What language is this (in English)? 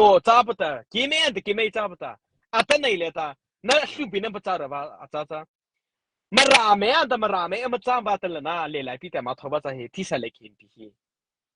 Mara Chin